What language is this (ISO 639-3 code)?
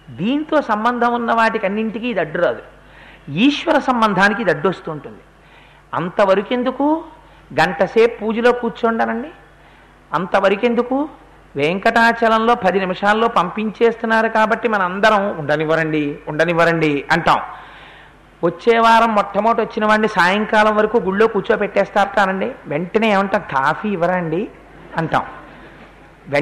tel